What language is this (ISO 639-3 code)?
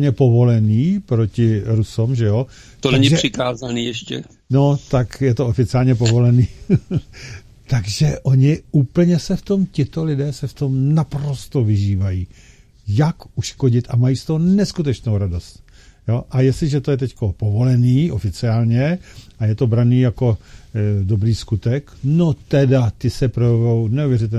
ces